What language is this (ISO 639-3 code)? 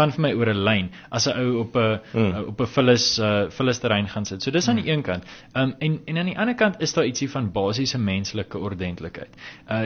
afr